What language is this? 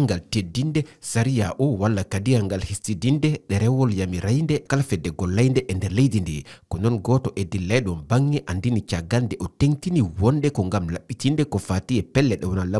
Fula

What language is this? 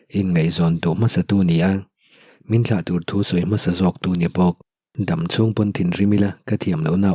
Mizo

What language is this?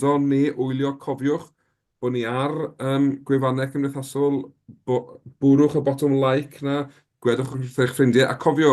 Welsh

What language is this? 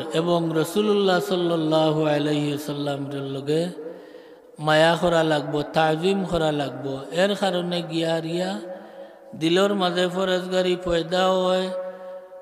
Sylheti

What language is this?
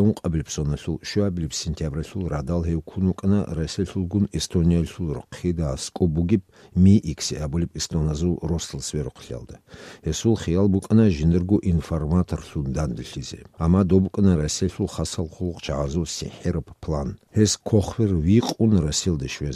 Avaric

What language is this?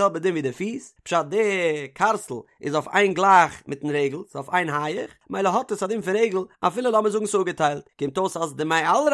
Yiddish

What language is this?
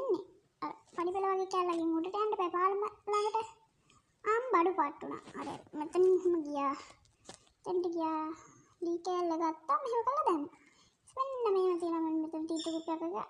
Sinhala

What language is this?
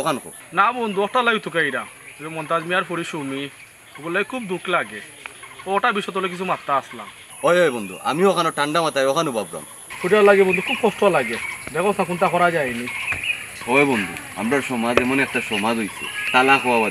Sylheti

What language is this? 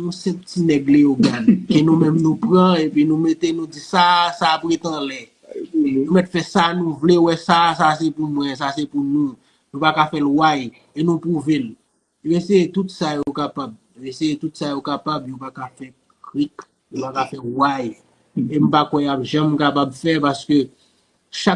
Haitian Creole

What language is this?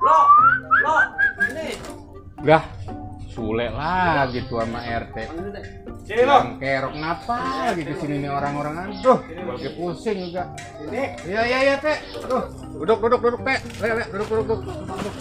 Betawi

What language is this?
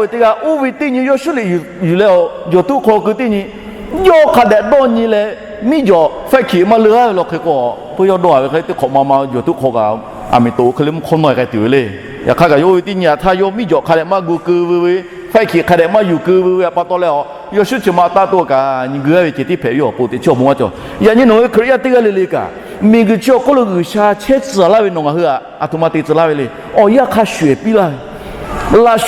Lahu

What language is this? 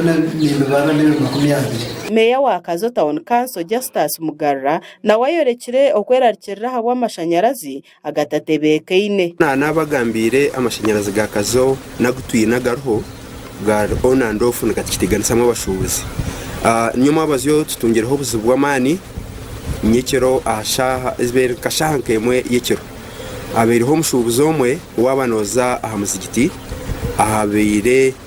Nyankole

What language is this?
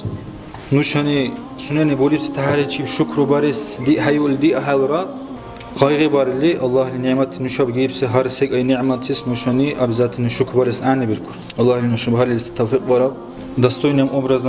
Dargwa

